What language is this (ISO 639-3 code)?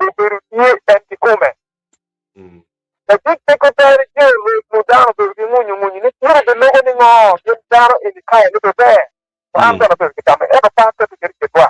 ach